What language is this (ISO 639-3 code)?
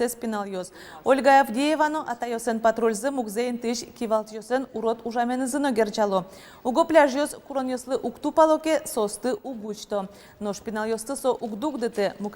udm